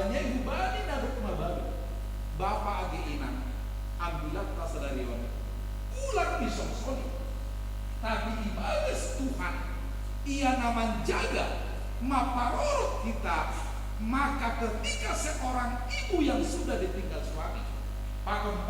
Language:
Batak Simalungun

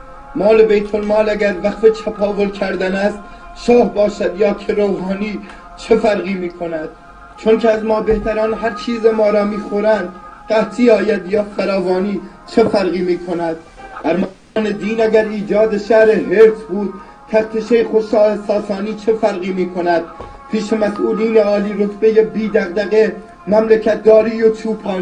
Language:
Persian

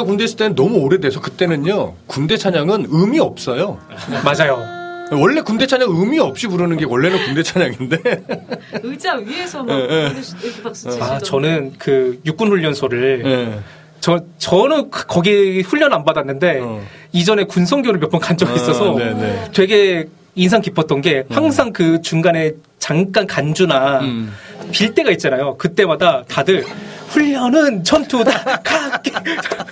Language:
Korean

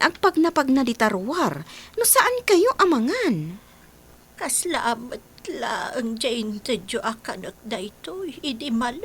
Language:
Iloko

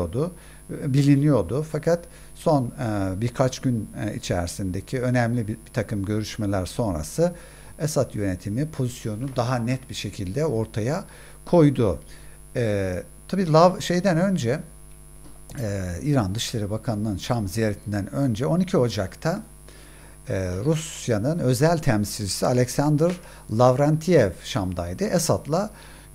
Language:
Turkish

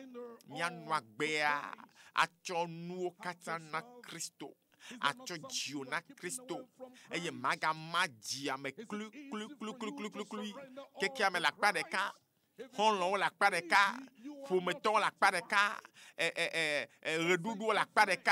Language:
Ewe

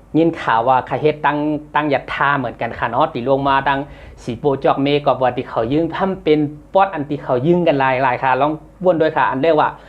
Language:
Shan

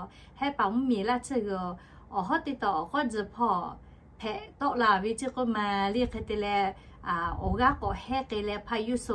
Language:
Lahu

